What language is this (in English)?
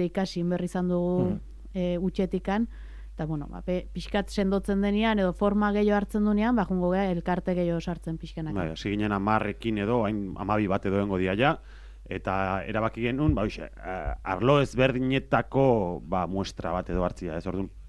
Basque